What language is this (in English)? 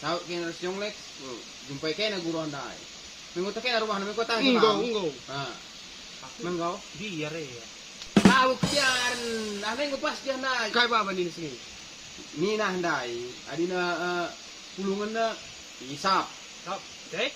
Batak Karo